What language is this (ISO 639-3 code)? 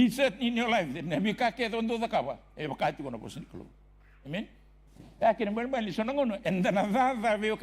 fij